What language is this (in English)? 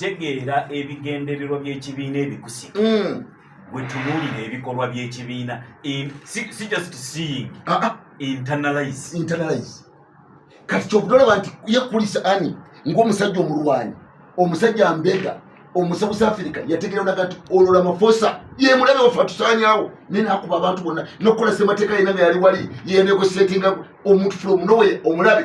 Ganda